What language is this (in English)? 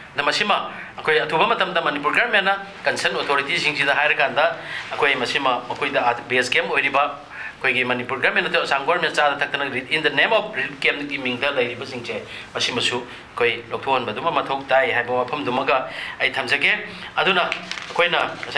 Manipuri